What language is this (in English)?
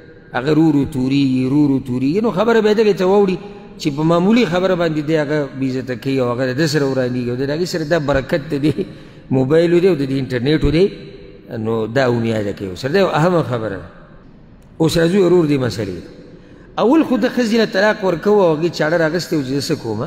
Pashto